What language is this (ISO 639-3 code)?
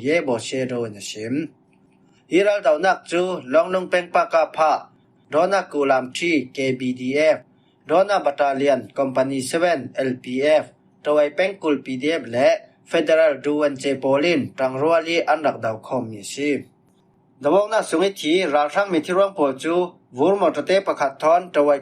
cfm